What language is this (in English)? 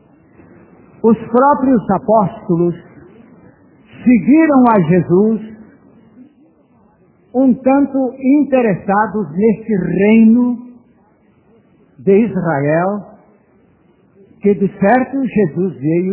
Portuguese